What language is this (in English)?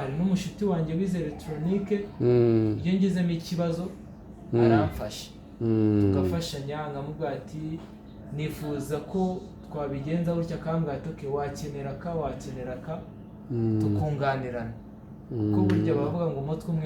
Kinyarwanda